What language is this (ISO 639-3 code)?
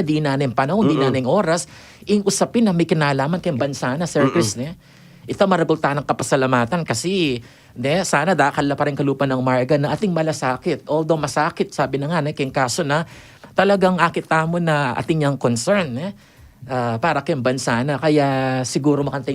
pam